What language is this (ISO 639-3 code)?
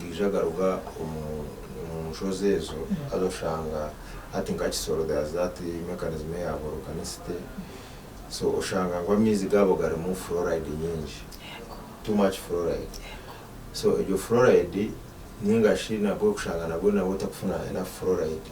nyn